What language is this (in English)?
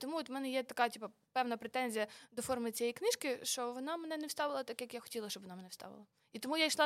Ukrainian